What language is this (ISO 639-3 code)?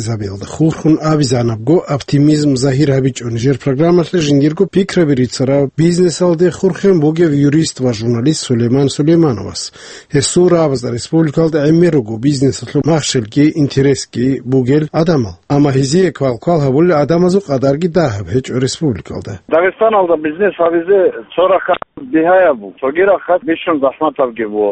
ava